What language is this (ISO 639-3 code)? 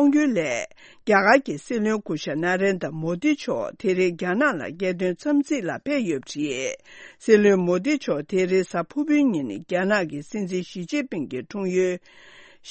bod